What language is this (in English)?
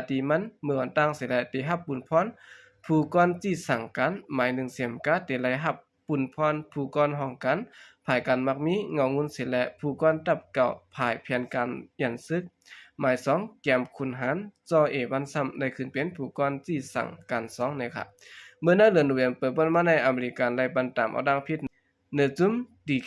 Shan